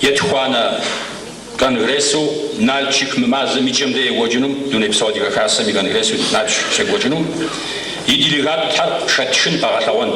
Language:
Kabardian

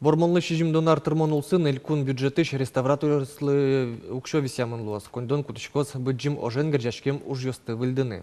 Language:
Udmurt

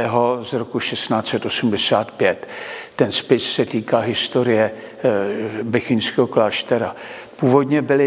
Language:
Czech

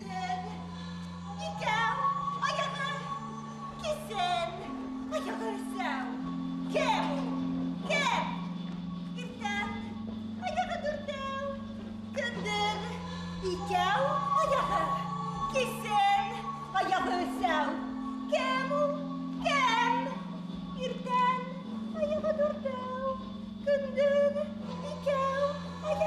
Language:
Bashkir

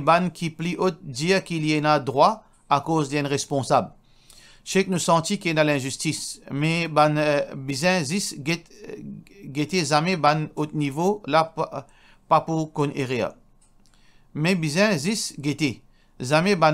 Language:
Morisyen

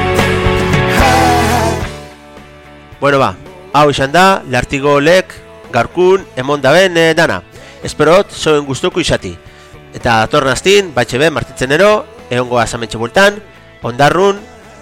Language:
Basque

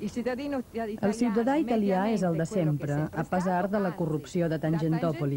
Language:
Catalan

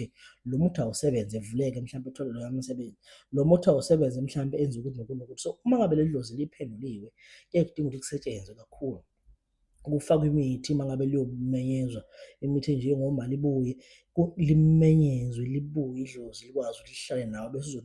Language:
Zulu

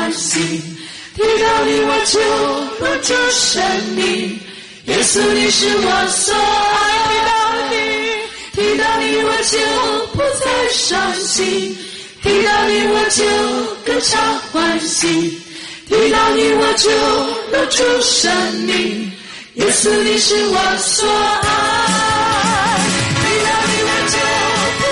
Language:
Chinese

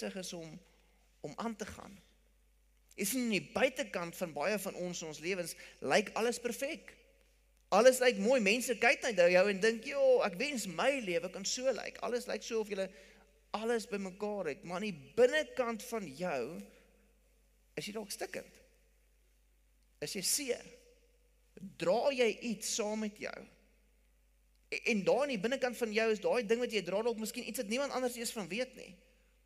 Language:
Afrikaans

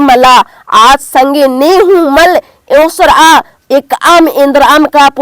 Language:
Kurukh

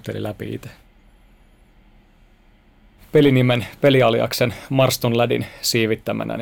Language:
Finnish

